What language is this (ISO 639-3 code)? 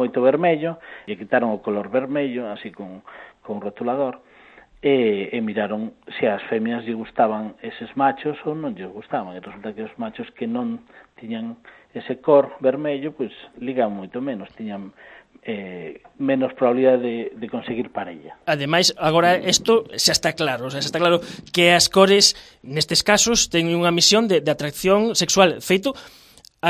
glg